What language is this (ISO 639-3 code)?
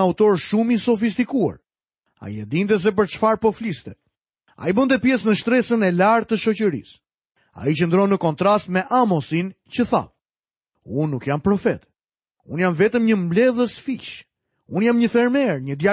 sqi